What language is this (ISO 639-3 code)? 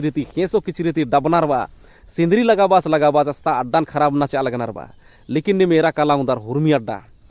kru